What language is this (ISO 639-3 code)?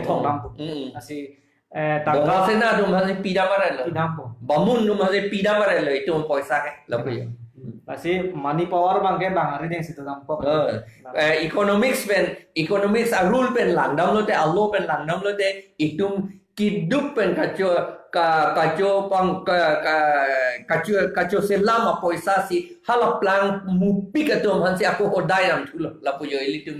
mjw